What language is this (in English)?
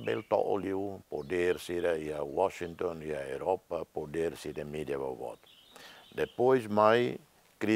Tetum